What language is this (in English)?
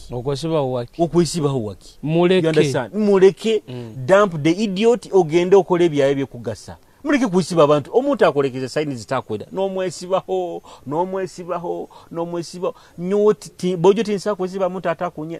Nyoro